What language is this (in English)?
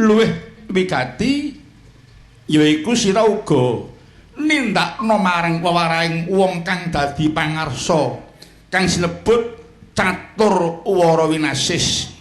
Javanese